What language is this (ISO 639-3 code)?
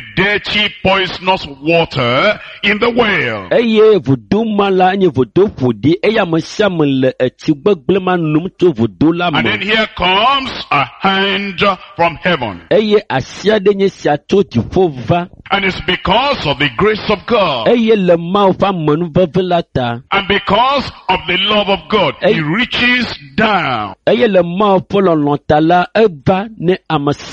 ewe